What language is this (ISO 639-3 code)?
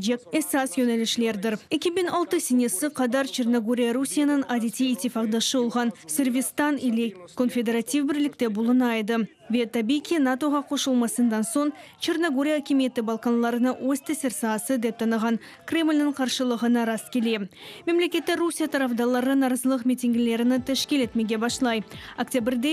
crh